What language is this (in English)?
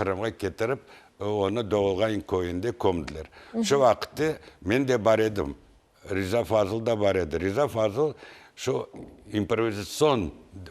Crimean Tatar